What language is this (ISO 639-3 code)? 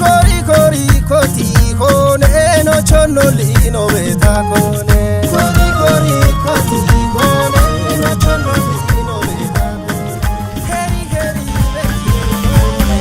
kbr